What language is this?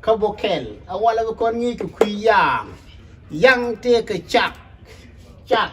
Nuer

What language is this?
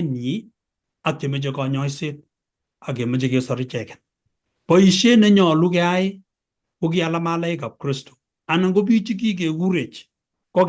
Kalenjin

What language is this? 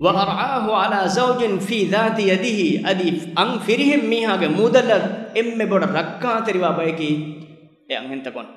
Divehi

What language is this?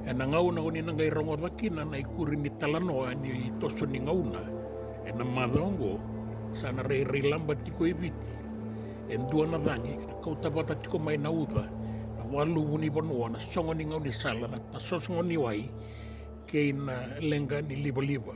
Fijian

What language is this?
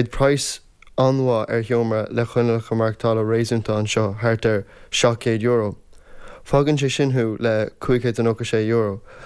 Irish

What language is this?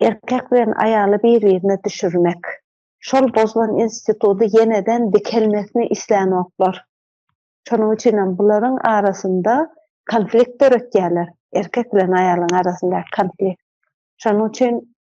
Turkmen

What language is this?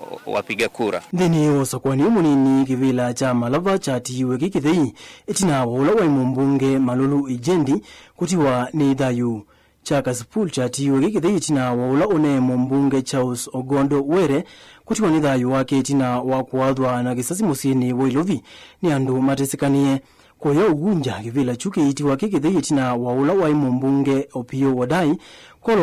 Kamba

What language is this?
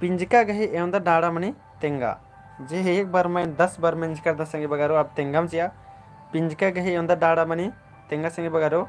Kurukh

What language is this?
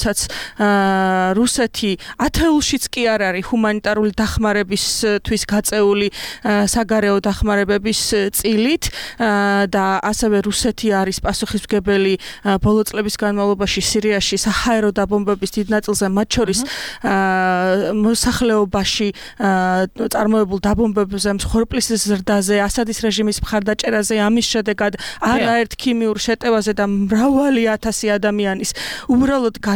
Georgian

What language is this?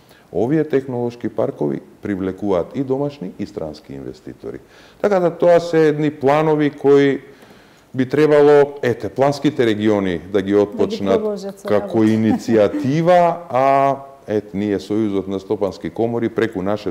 Macedonian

